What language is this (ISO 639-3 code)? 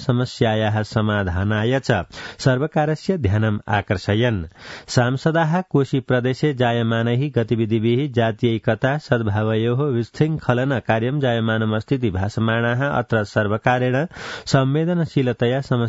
san